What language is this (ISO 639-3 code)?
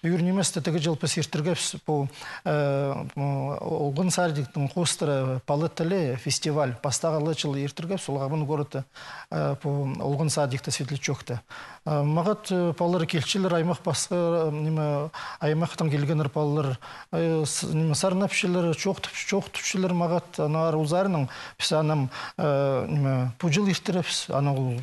kjh